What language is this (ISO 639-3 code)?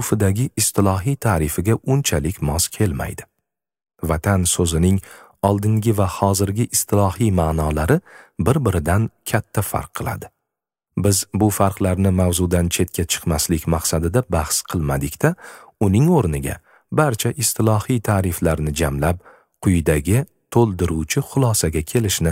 uzb